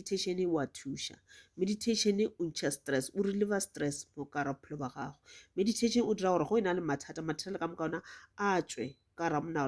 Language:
Northern Sotho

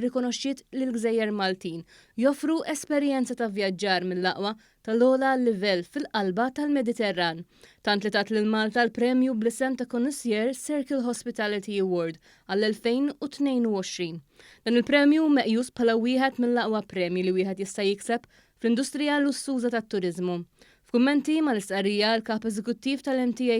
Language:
Maltese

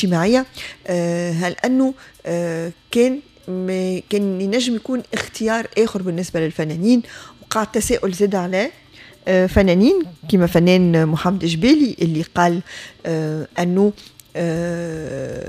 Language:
Tunisian Arabic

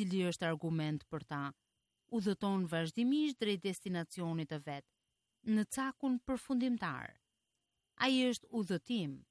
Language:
Albanian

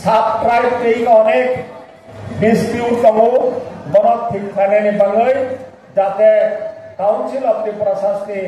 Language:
Riang (India)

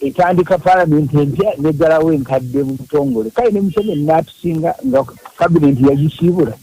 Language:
Ganda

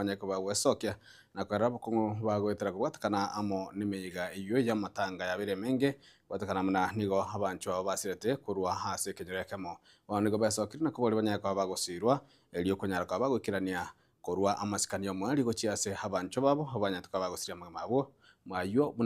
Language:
Gusii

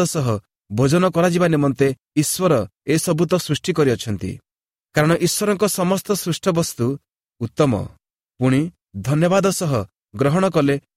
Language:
Odia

